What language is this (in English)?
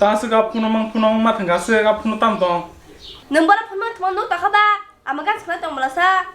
Kok Borok